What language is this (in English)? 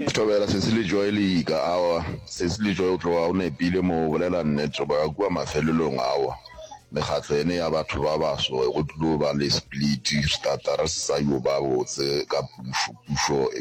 Northern Sotho